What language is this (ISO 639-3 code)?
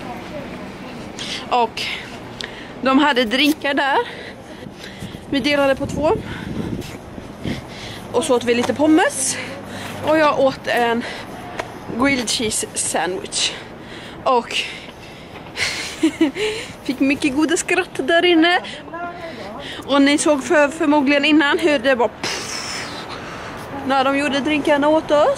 swe